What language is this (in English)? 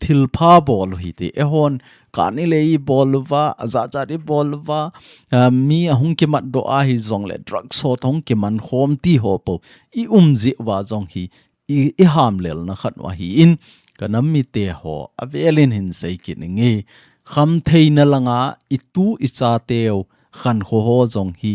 Thado Chin